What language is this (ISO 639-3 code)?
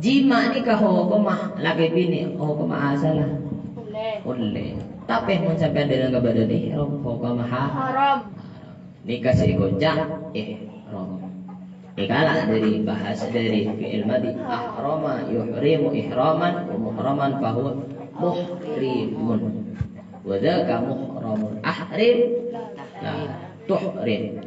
mad